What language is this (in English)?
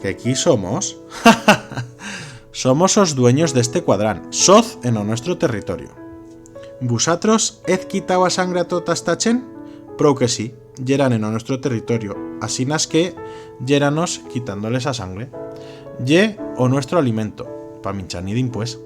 Aragonese